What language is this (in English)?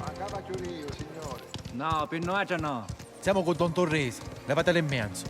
Sicilian